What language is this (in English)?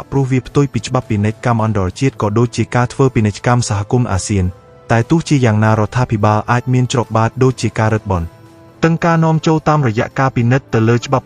Khmer